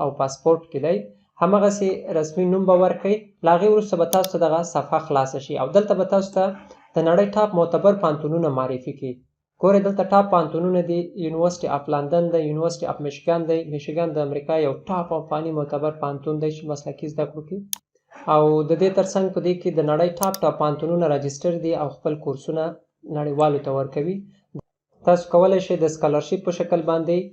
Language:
Pashto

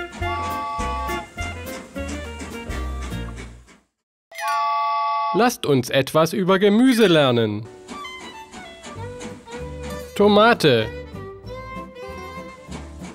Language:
German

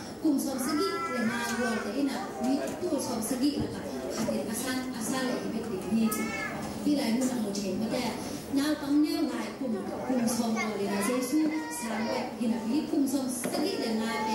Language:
Tedim Chin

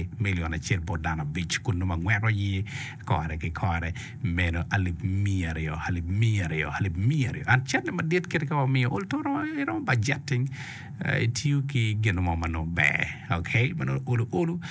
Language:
Acoli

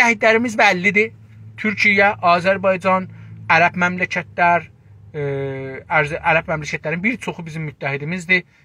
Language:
South Azerbaijani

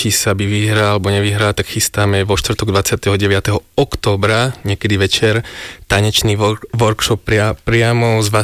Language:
Slovak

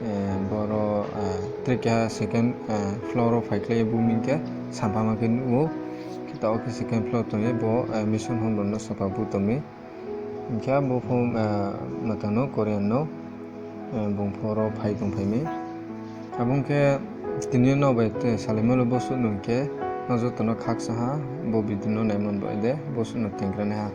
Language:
Riang (India)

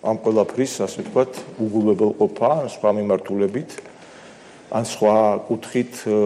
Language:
Georgian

